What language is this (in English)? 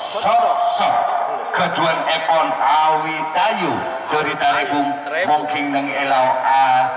Madurese